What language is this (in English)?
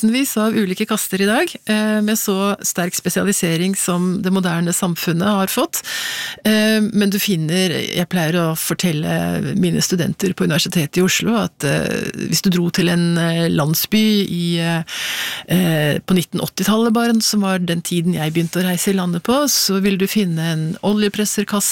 Norwegian